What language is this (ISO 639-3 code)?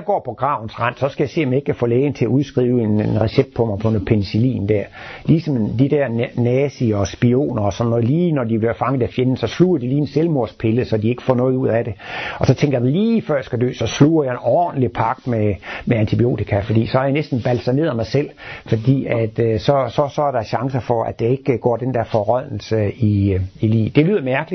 dan